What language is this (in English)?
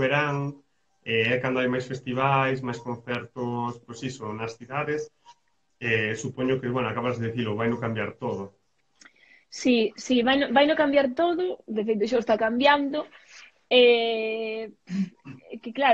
Galician